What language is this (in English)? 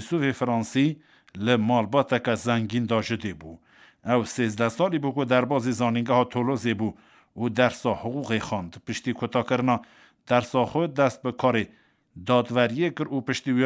Kurdish